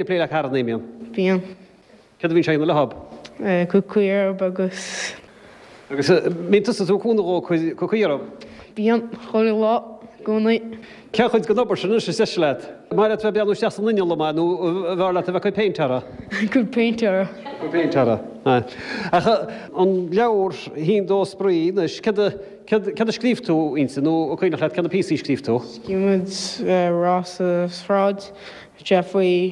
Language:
Irish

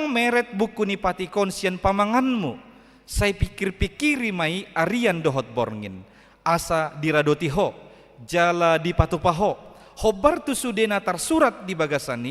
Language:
Batak Toba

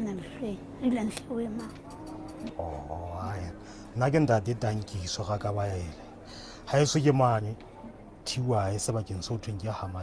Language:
Southern Sotho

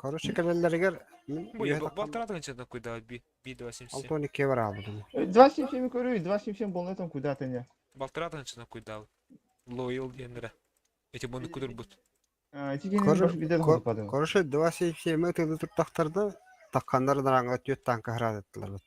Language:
Yakut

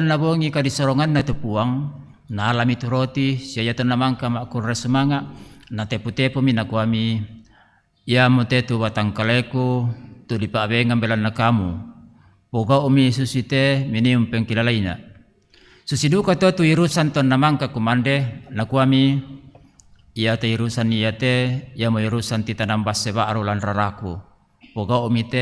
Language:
Toraja-Sa'dan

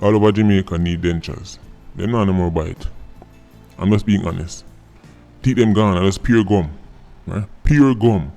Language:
Jamaican Creole English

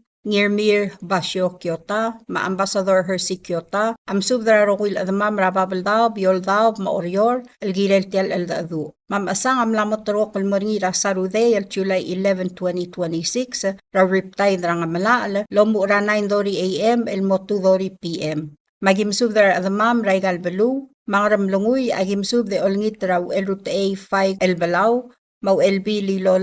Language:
Palauan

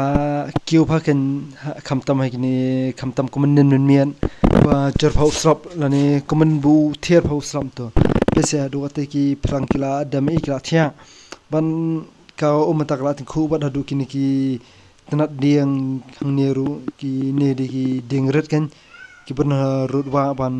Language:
Khasi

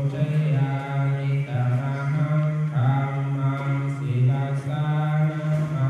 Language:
Pali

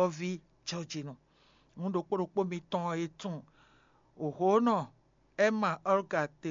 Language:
Fon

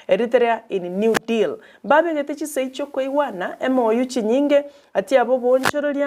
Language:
Gusii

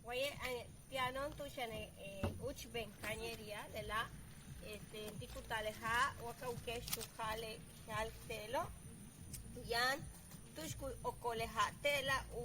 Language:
Yucateco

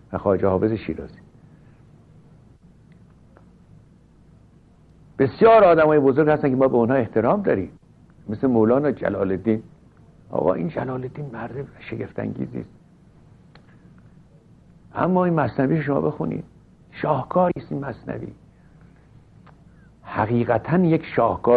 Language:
Persian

